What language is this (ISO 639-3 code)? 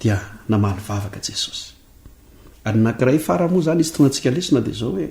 mlg